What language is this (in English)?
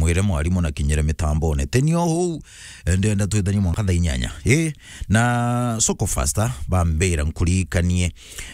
Meru